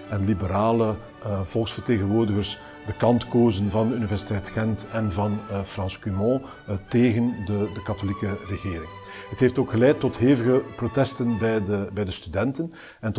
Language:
Dutch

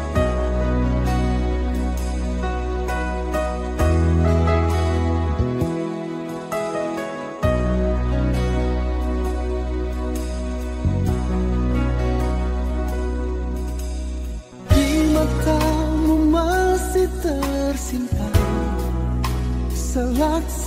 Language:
Indonesian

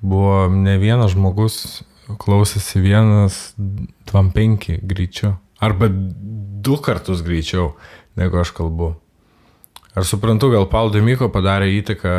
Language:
Lithuanian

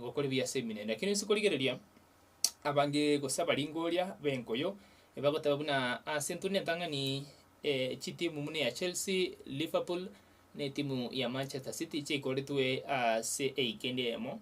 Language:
Gusii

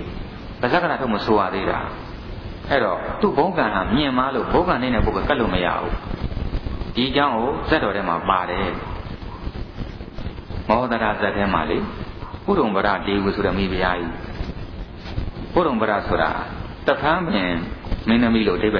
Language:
Burmese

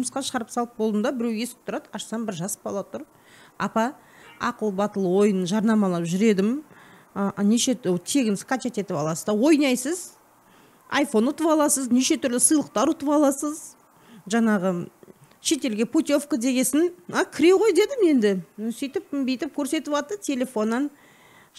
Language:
Kazakh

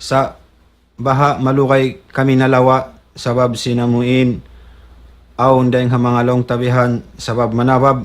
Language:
Tausug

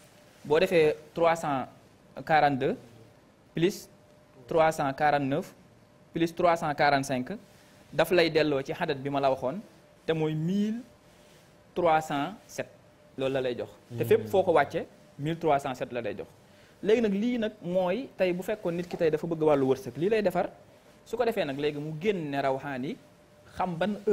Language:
Wolof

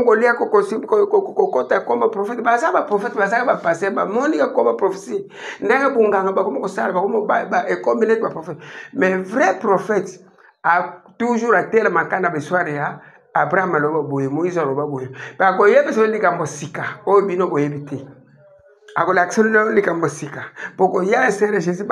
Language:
Lingala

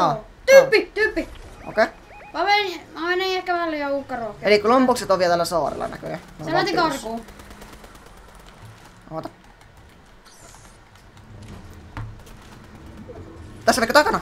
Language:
Finnish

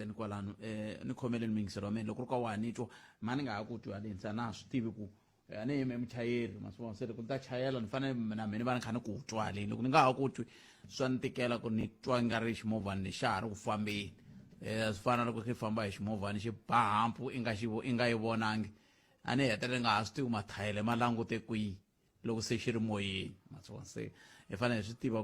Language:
Tsonga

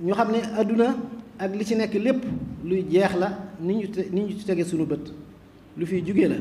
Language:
Wolof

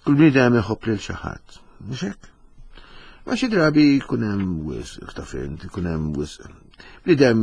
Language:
Maltese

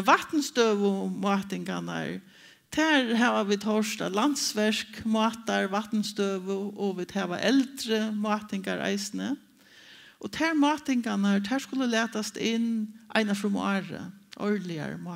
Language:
Faroese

